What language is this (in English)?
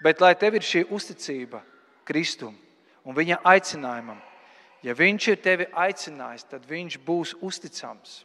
Latvian